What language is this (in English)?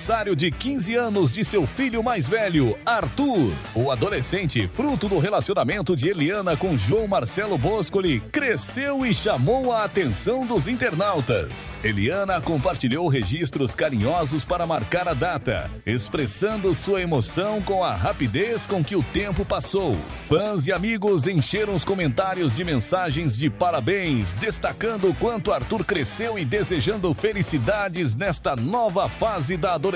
Portuguese